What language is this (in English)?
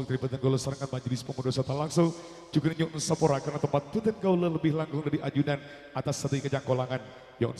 Madurese